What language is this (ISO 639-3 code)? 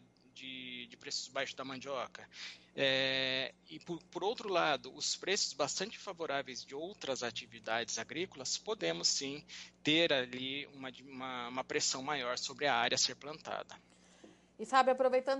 por